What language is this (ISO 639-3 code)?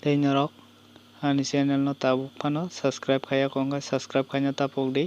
trp